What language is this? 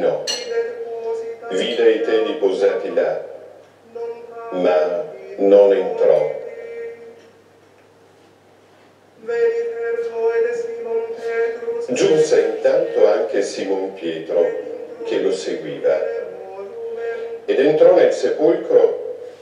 Italian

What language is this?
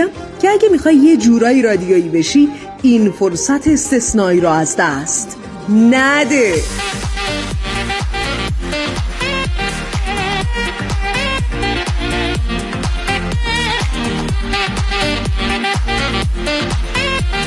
Persian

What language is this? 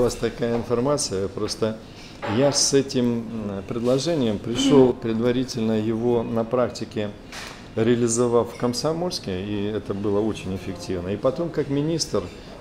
Russian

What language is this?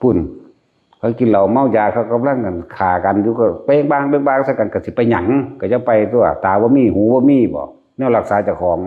Northeastern Thai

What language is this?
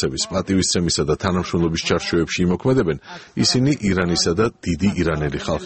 Georgian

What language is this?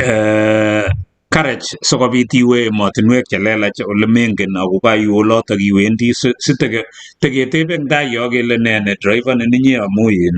Kalenjin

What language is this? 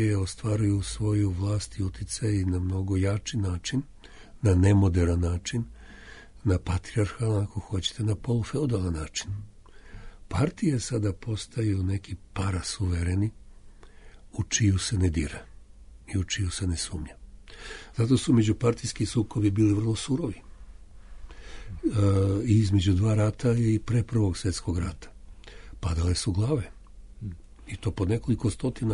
Serbian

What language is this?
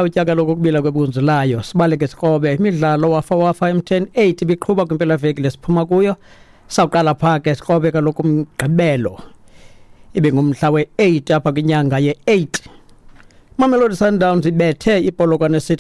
Xhosa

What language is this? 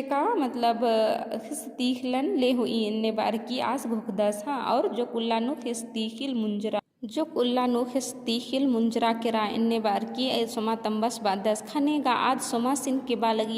Kurukh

